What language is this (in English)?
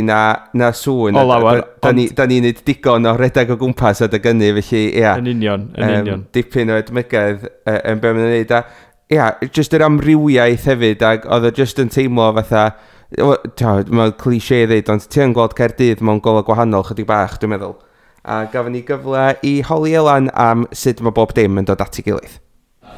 Welsh